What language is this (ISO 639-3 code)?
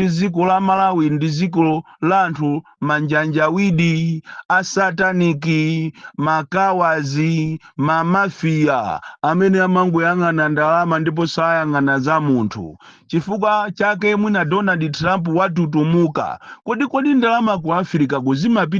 nya